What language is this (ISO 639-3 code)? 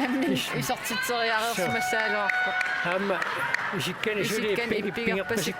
kal